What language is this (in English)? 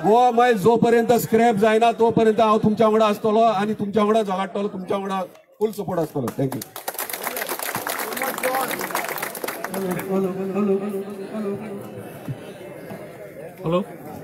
Konkani